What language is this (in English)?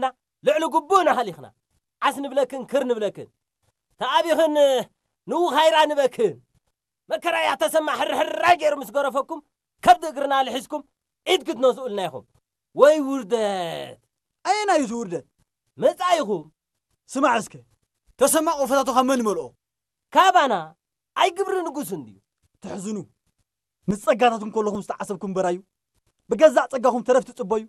Tigrinya